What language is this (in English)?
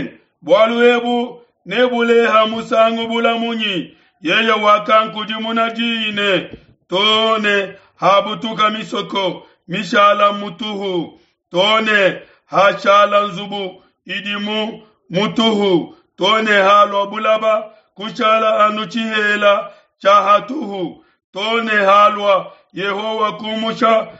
Luba-Lulua